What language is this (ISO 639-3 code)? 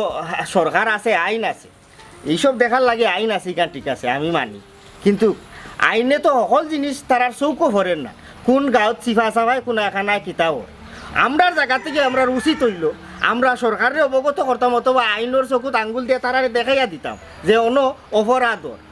syl